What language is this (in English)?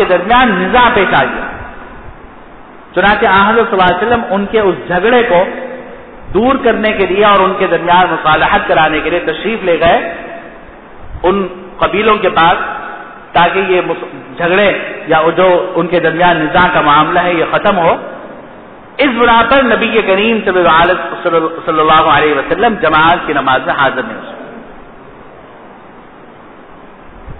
Urdu